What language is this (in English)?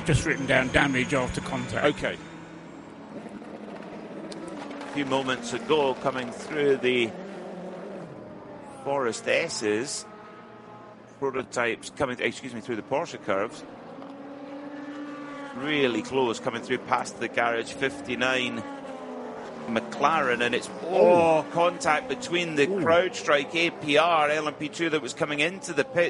English